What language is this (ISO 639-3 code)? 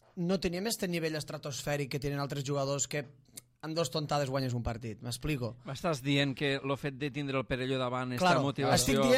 cat